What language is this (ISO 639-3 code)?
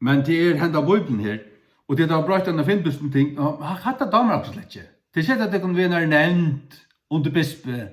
fao